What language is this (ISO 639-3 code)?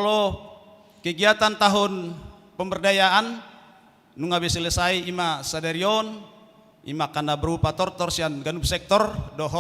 bbc